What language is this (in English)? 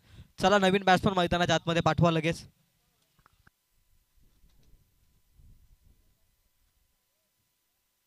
Marathi